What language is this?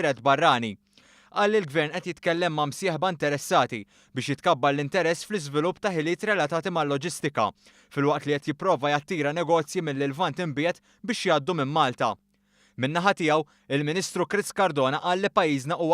Maltese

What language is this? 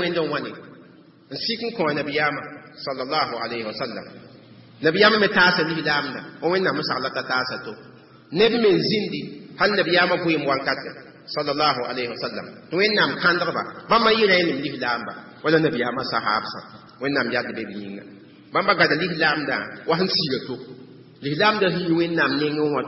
Mossi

